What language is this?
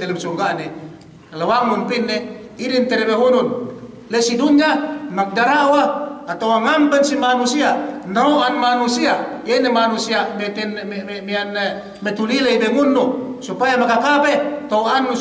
Yakan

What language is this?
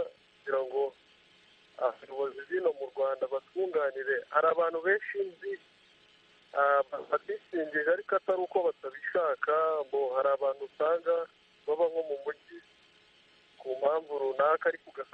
Kinyarwanda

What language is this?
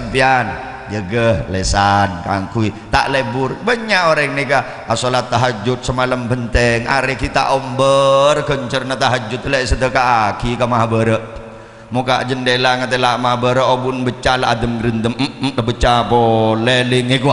Madurese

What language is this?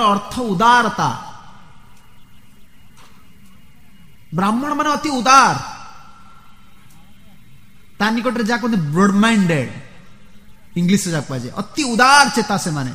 Odia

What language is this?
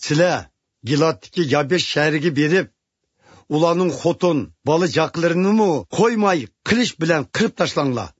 Uyghur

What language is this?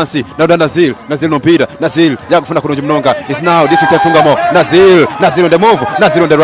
Nyankole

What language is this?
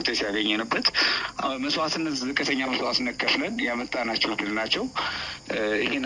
Amharic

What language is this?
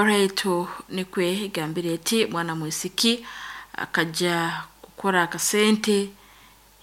Nyoro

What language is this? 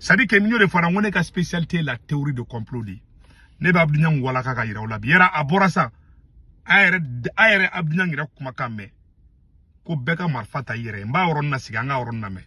Bambara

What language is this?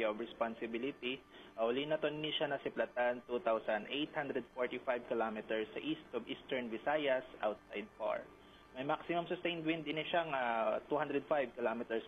Hiligaynon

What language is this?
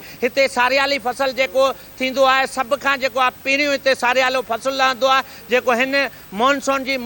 Sindhi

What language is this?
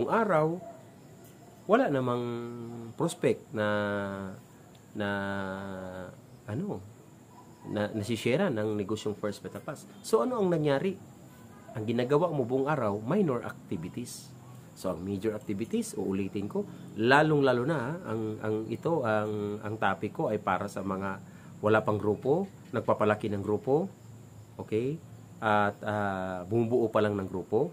Filipino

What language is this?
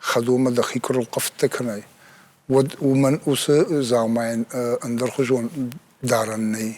Ossetic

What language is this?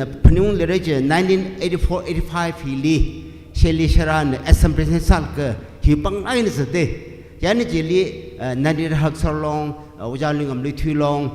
Tangkhul Naga (India)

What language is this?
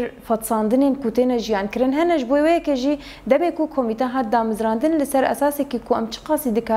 Kurdish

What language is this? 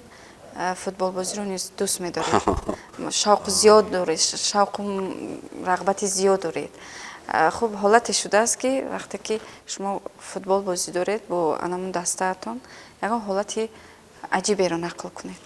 Tajik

